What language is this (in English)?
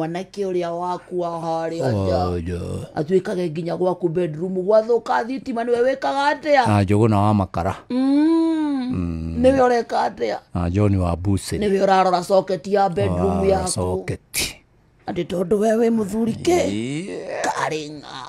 Kikuyu